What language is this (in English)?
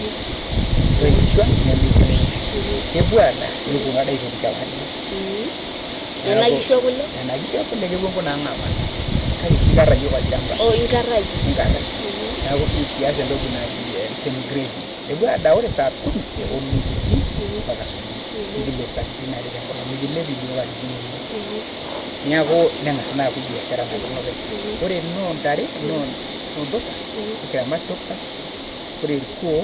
Masai